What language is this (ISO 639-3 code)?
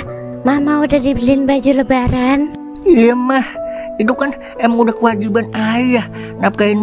bew